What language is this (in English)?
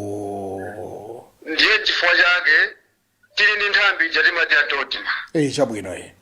Nyanja